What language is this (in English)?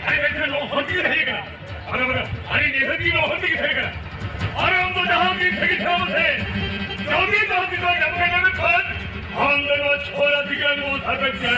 Santali